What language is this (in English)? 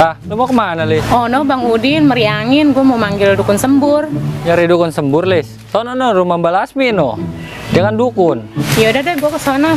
Betawi